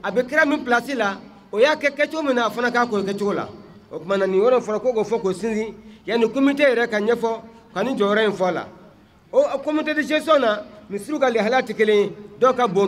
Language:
Bambara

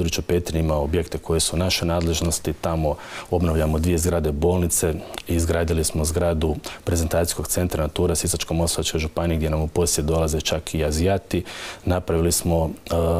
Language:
Croatian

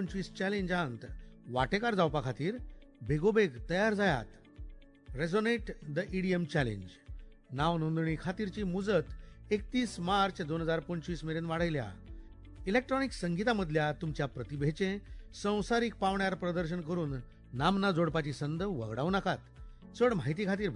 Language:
Konkani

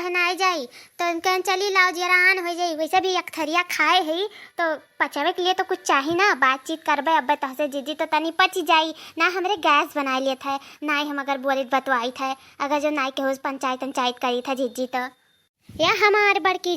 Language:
Awadhi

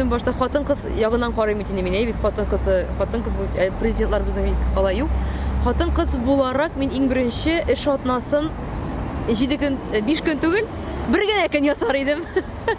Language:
Tatar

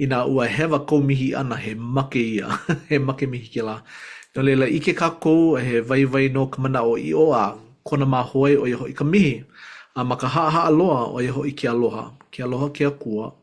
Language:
Hawaiian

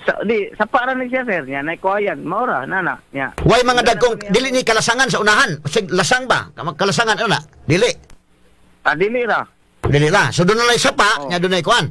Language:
Cebuano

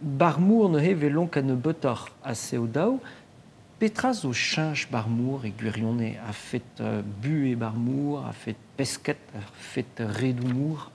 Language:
Breton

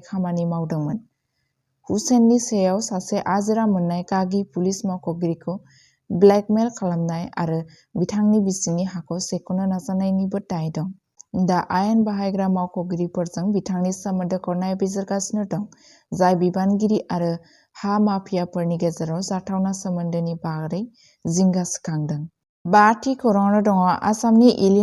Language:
Bodo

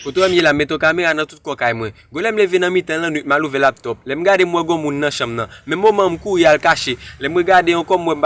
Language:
Haitian Creole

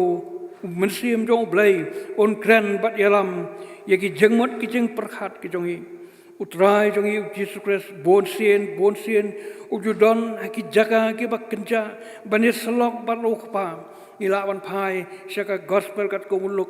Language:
Khasi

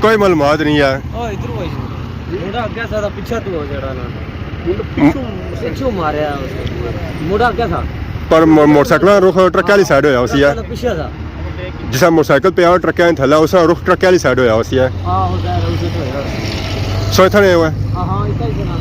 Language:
Pahari-Potwari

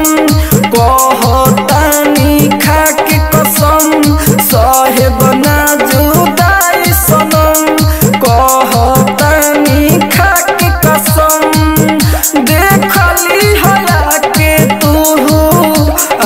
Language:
Bhojpuri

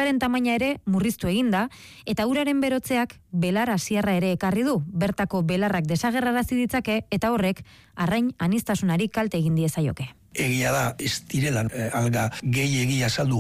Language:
Basque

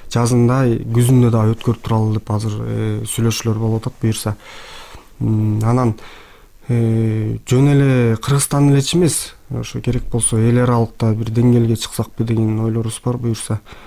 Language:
Kyrgyz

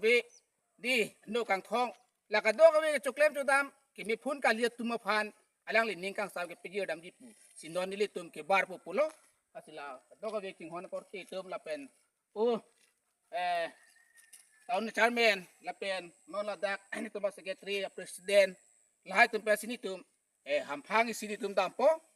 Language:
Karbi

